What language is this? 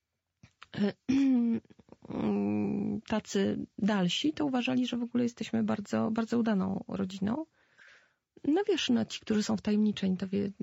Polish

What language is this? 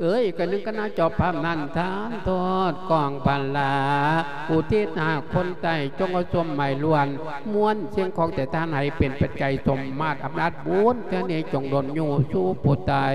Lao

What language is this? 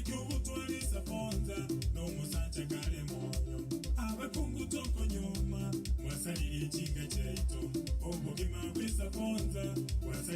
Gusii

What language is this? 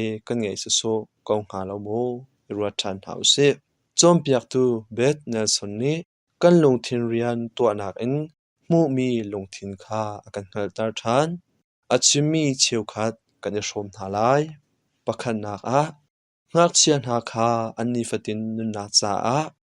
Hakha Chin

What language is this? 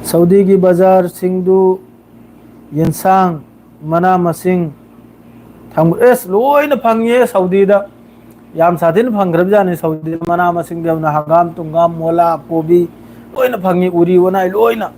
Manipuri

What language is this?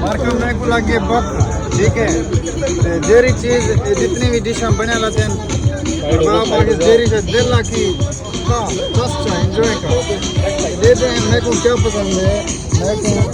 Saraiki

